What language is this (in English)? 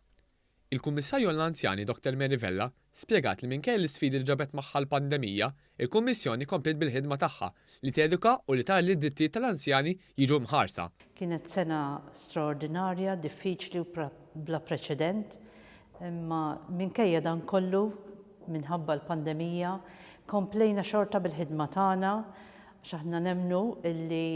Maltese